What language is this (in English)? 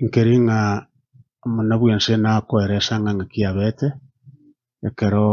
Gusii